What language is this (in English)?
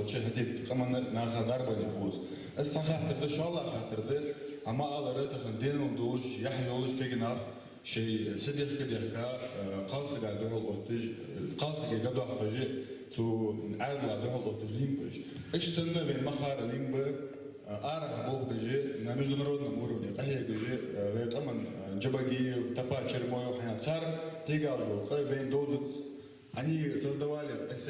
Ingush